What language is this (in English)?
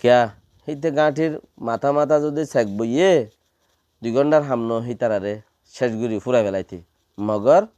Rohingya